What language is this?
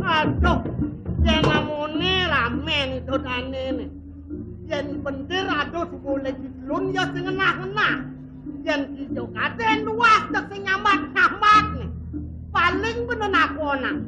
Balinese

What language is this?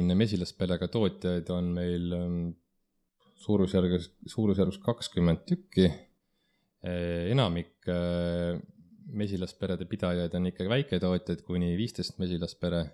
Estonian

